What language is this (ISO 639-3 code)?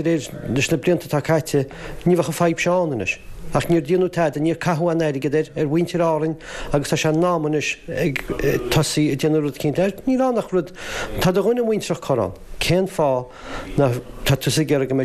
gle